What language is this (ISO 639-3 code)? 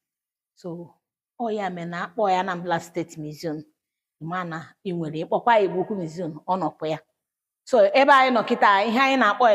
ibo